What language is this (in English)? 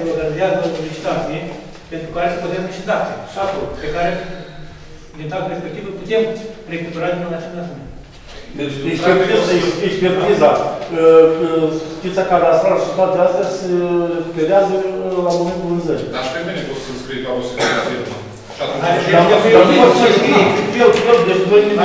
Romanian